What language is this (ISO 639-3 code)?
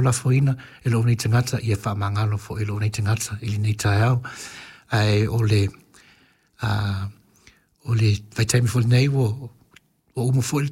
smo